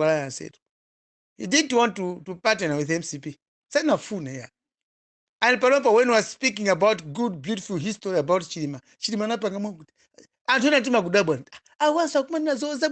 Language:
Nyanja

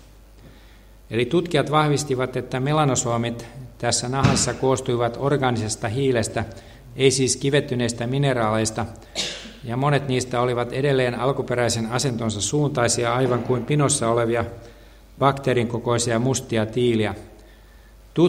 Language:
Finnish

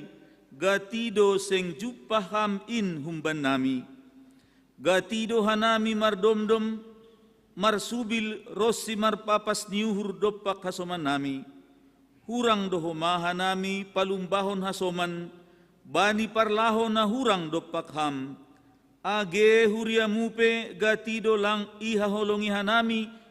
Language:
Batak Simalungun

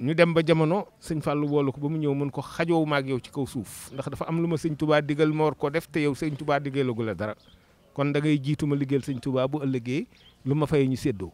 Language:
Wolof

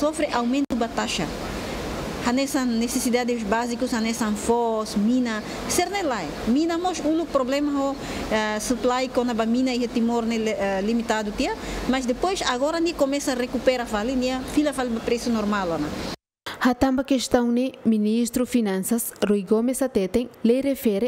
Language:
Tetum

